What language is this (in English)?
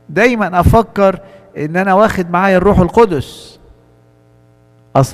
Egyptian Arabic